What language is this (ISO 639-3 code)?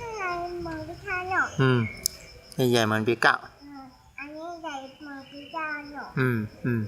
shn